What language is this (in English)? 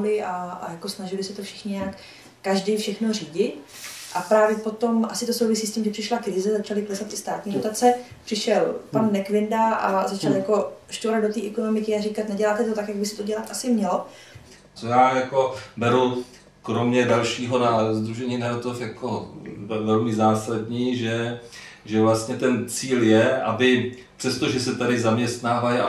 Czech